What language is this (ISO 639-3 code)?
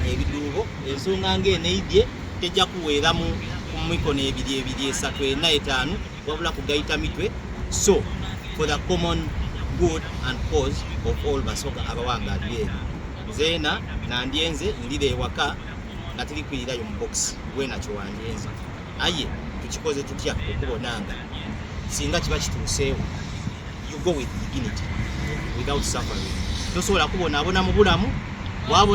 xog